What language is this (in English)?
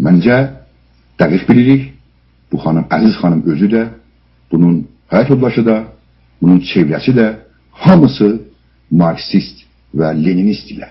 South Azerbaijani